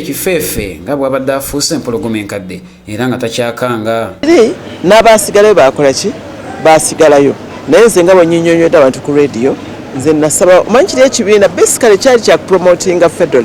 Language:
Ganda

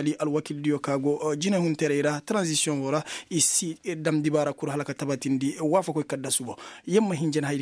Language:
Koyraboro Senni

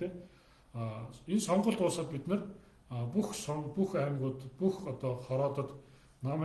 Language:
Mongolian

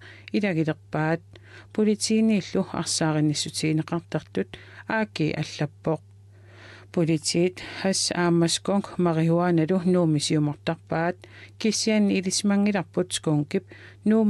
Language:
Kalaallisut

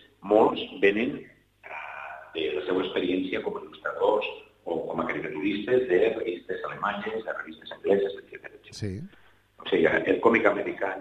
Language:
Catalan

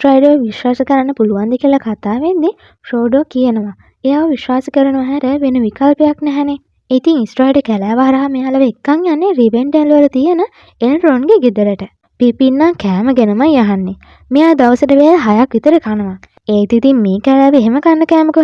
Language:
Sinhala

